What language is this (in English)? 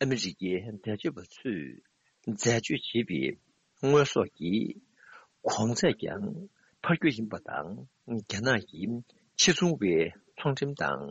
Tibetan